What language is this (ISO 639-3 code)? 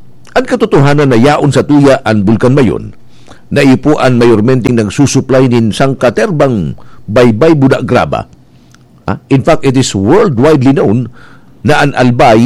bik